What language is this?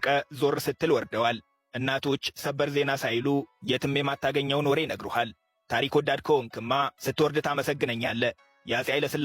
Amharic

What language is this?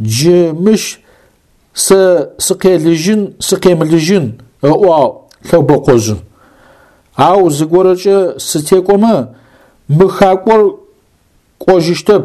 Adyghe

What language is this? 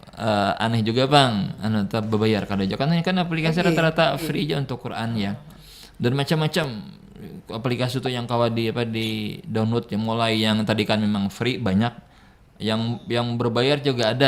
Banjar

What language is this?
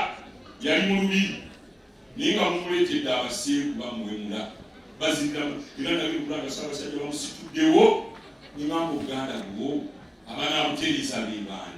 Ganda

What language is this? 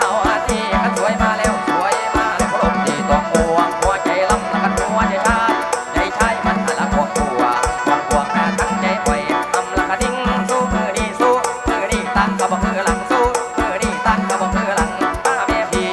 Northeastern Thai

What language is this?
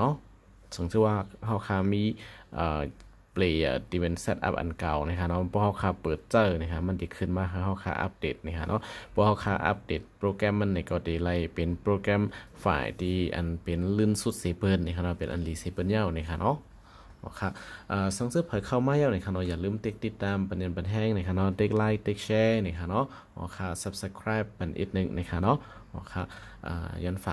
Shan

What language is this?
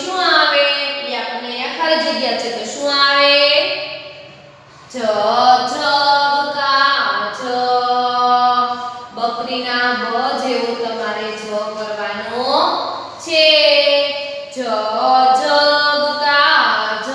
Gujarati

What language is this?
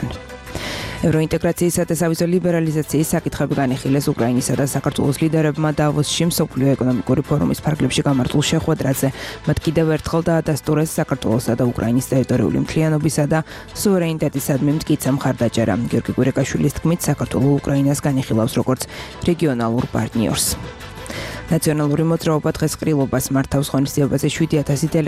Georgian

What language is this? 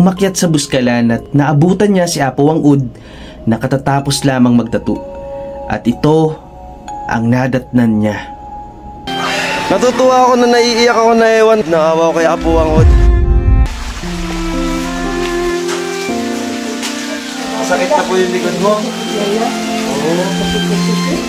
Filipino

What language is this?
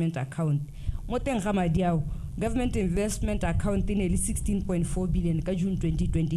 Tswana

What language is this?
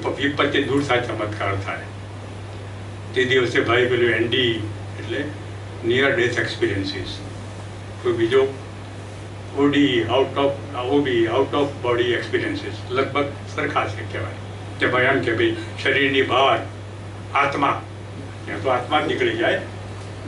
Gujarati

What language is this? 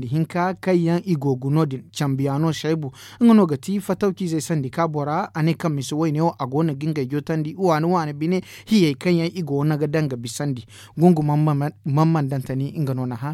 Zarma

